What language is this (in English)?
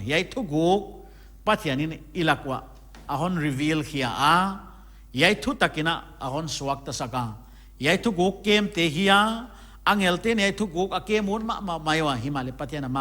Paite Chin